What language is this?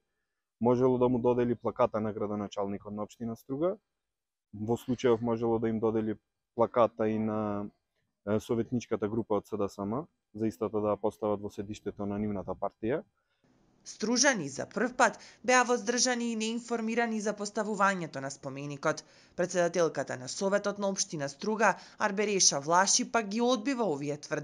Macedonian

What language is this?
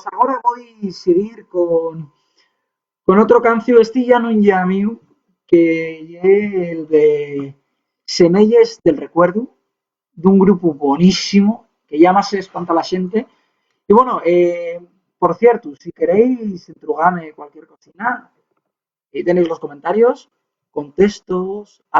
Asturian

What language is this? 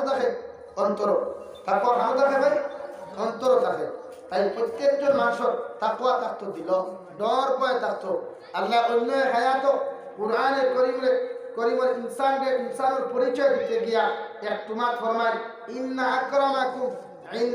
Sylheti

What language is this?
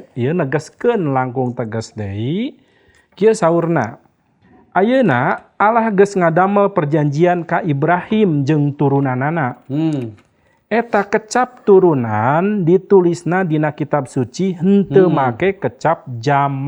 Sundanese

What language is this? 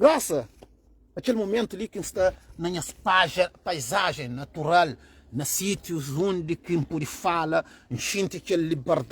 Kabuverdianu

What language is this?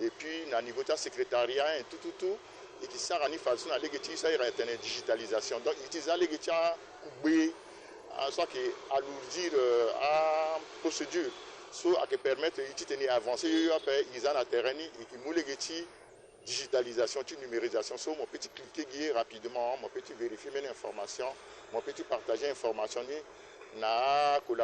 Sango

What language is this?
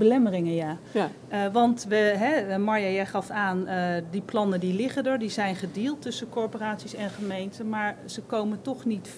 Dutch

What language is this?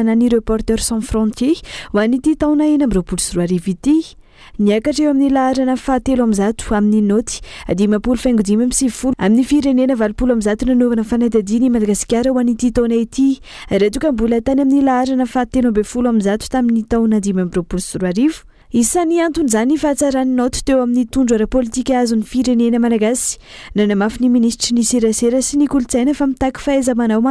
Malagasy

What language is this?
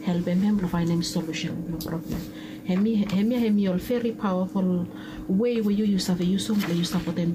Bislama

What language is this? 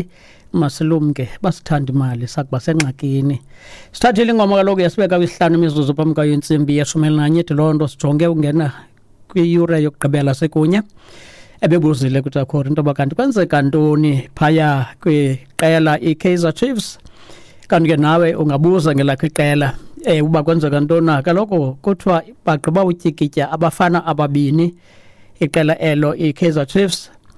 Xhosa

